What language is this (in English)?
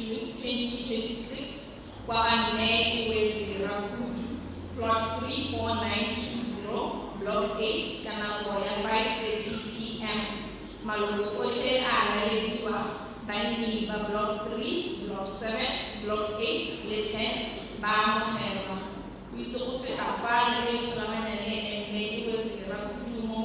Tswana